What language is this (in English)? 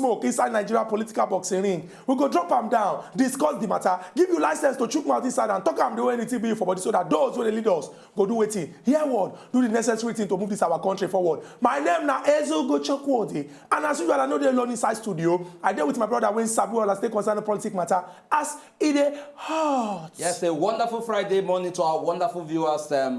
Nigerian Pidgin